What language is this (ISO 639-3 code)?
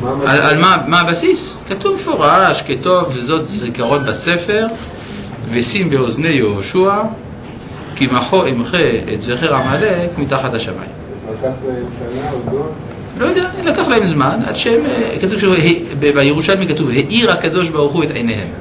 heb